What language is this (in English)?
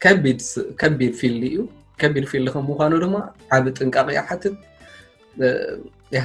Tigrinya